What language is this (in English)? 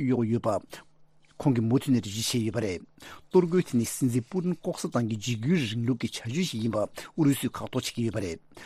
Tibetan